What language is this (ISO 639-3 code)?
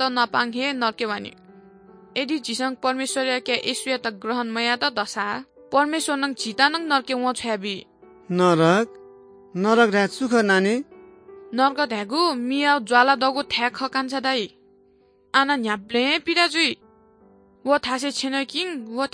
new